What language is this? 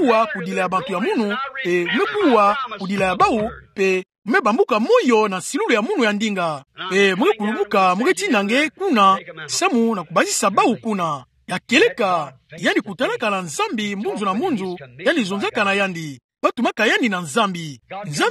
Kituba (Democratic Republic of Congo)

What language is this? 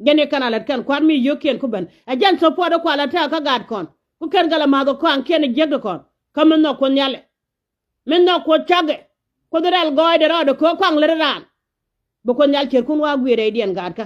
Nuer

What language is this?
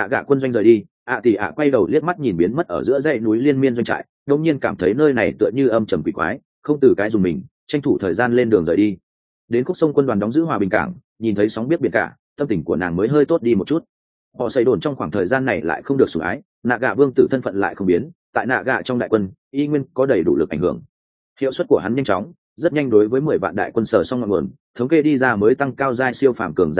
Vietnamese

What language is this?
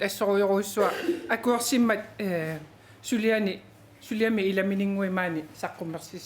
Kalaallisut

